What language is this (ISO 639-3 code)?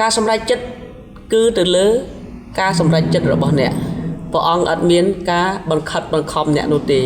khm